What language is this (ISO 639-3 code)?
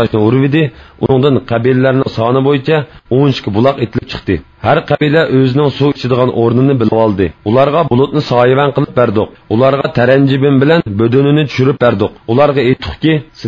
uig